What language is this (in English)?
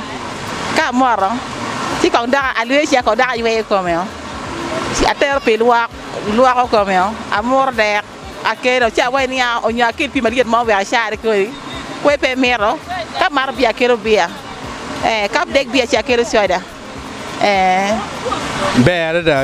Acoli